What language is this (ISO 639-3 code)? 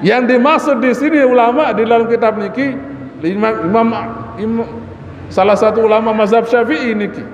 sas